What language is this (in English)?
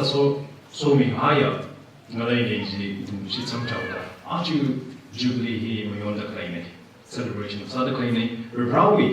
Tangkhul Naga (India)